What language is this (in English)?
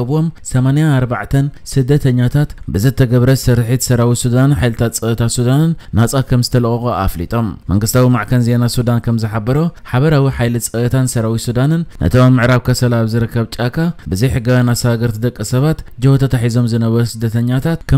Tigrinya